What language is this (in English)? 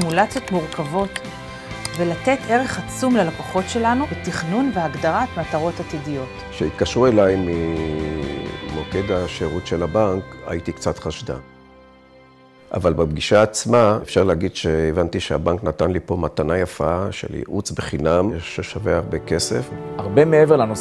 Hebrew